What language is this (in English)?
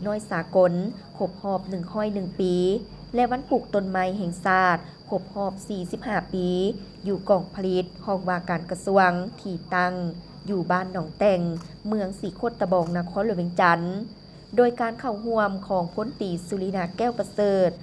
Lao